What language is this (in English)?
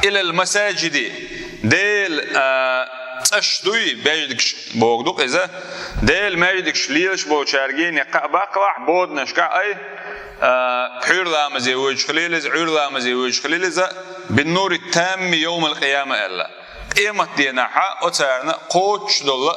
Chechen